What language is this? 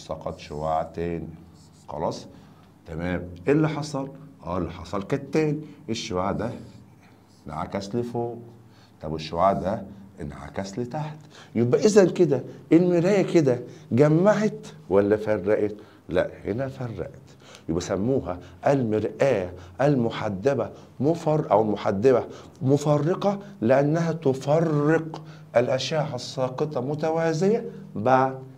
Egyptian Arabic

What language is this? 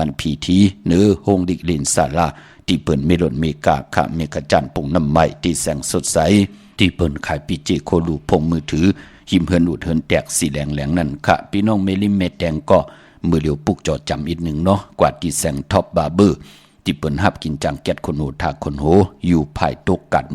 Shan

